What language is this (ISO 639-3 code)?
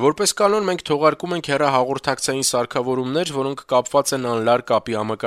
hye